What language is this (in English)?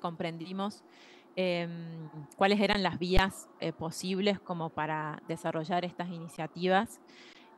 Spanish